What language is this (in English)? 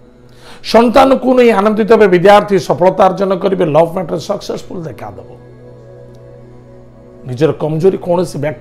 Odia